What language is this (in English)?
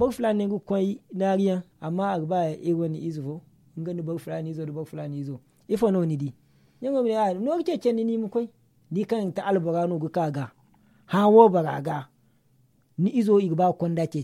Zarma